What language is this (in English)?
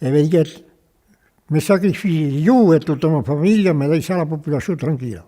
Occitan